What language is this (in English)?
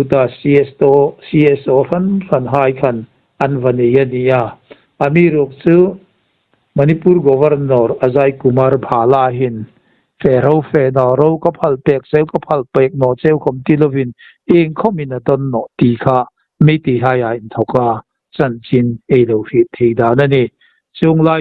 Hmar